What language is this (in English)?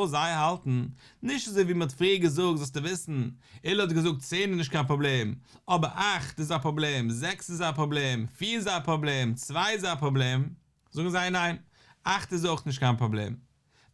Yiddish